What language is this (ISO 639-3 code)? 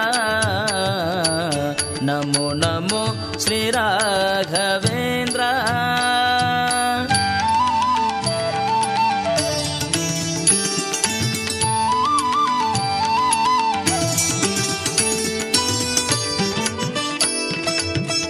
kan